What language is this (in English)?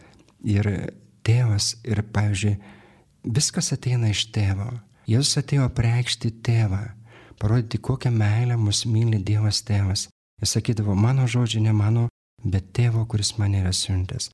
Lithuanian